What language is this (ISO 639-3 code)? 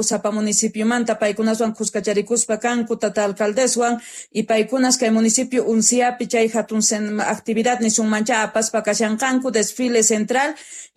quh